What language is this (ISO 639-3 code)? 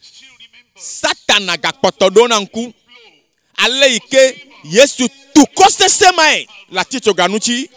ewe